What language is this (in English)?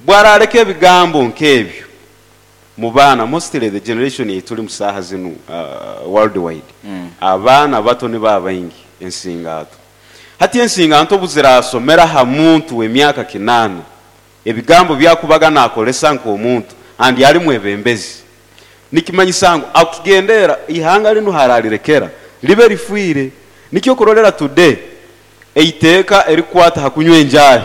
Nyoro